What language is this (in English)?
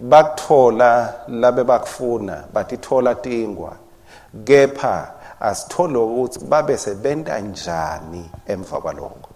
Swati